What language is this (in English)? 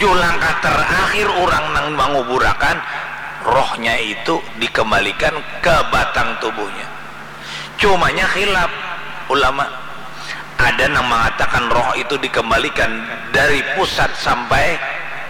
Banjar